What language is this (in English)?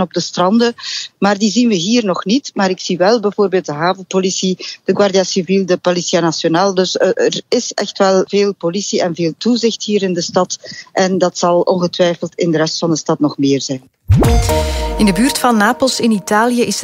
Dutch